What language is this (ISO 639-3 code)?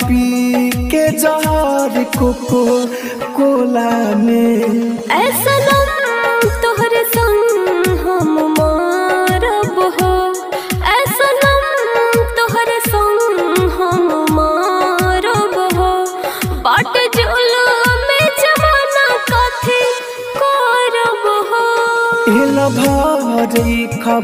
bho